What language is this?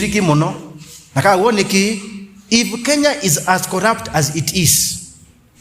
Kamba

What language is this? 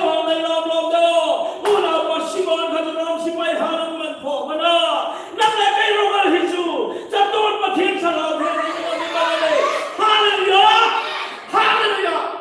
Hmar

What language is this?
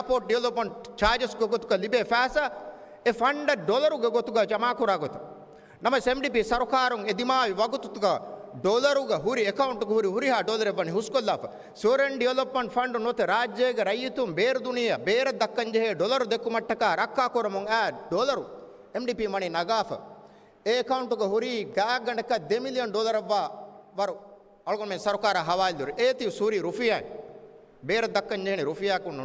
Divehi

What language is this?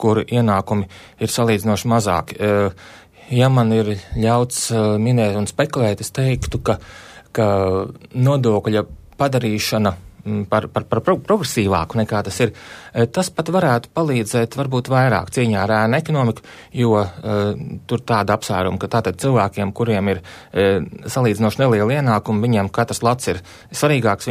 Latvian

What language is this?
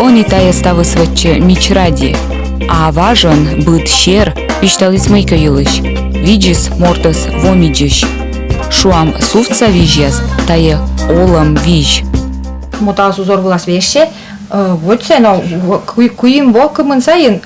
Komi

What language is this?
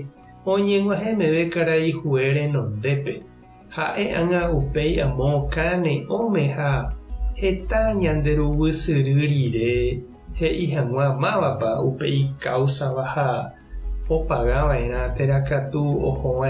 Guarani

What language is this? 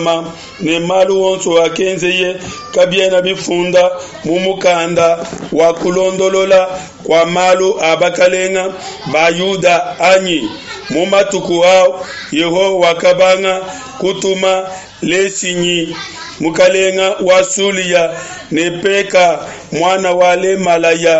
Luba-Lulua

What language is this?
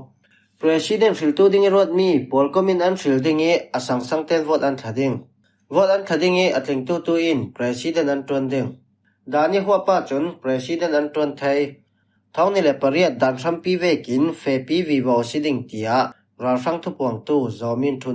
Falam Chin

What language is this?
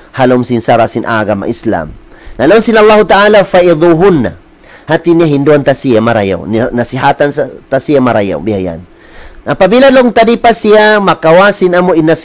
Tausug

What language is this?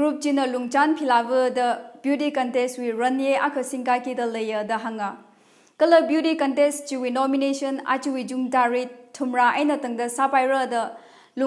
Tangkhul Naga (India)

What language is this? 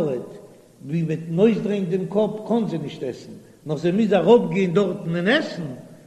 Yiddish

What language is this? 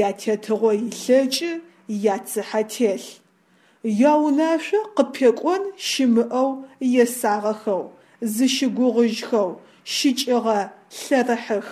Adyghe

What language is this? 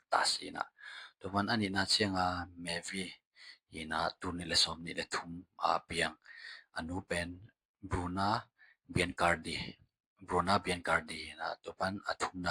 Tedim Chin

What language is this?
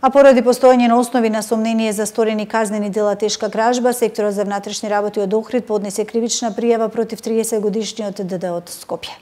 Macedonian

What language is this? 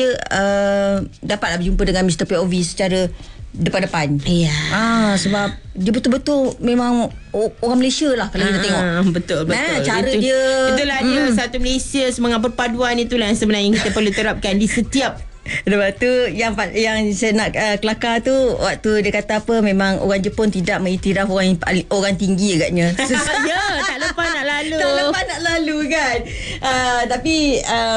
Malay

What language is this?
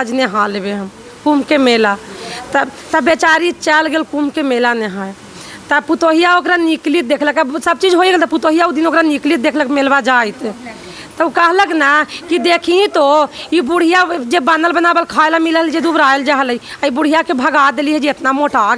Magahi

